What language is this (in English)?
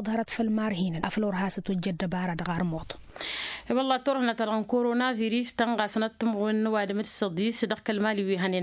Tamasheq